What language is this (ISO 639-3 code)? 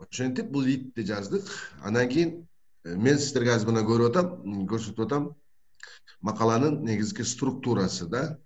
kir